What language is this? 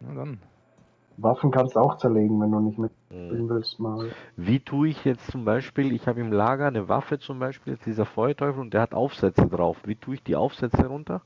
Bavarian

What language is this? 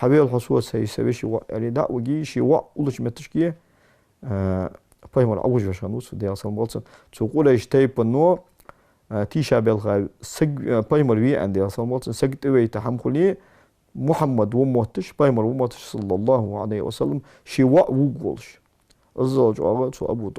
Ingush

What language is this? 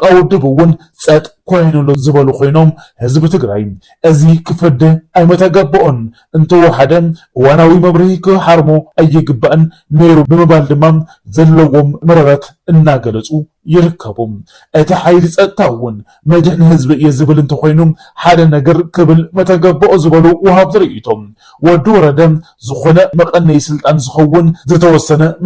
Tigrinya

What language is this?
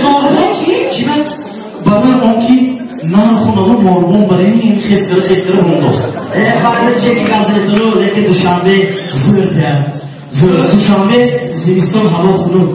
Tajik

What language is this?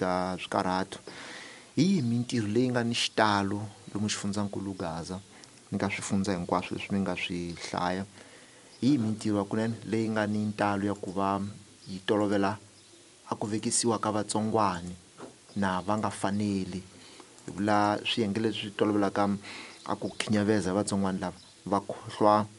Tsonga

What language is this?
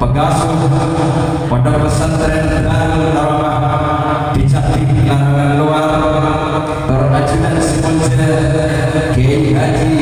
Madurese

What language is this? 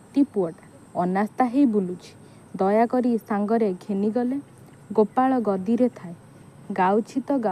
Odia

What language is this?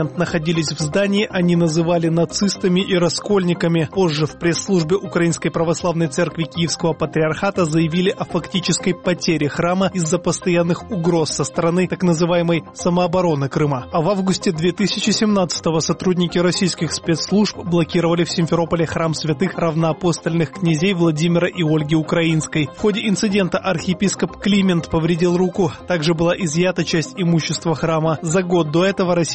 Russian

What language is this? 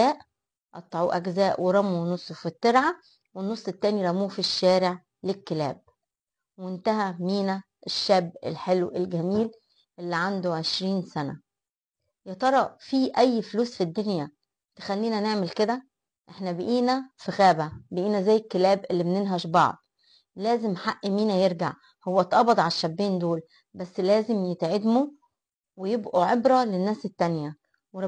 Egyptian Arabic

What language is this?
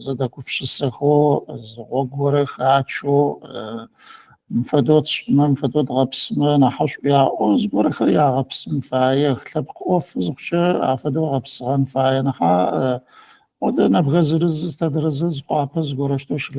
Adyghe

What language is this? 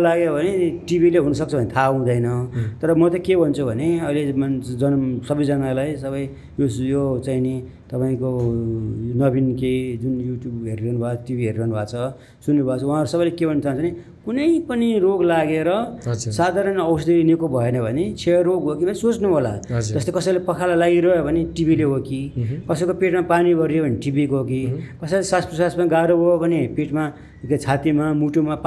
Nepali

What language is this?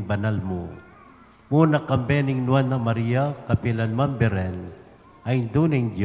Pampanga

